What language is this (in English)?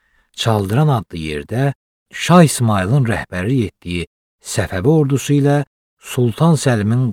Azerbaijani